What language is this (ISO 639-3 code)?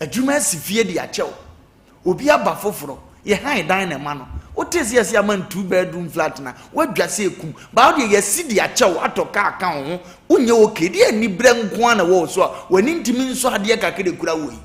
aka